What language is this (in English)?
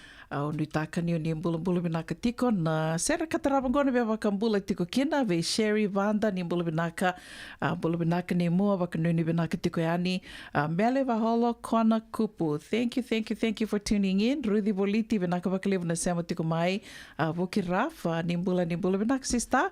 Fijian